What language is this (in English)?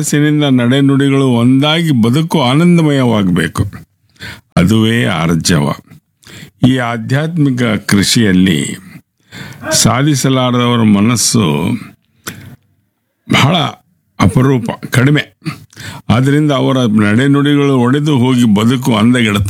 Kannada